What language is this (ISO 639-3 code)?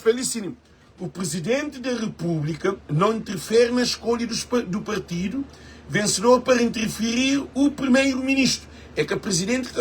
kea